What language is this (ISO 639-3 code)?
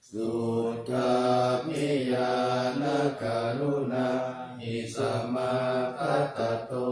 pli